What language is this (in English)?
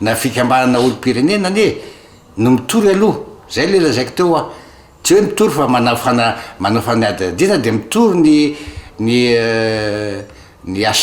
Malagasy